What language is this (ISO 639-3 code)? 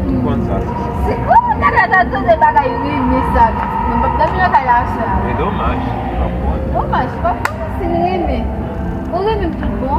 hat